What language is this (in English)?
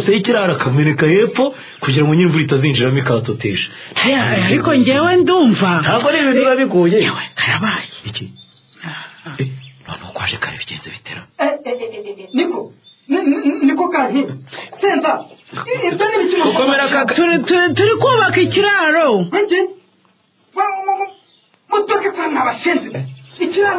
Kinyarwanda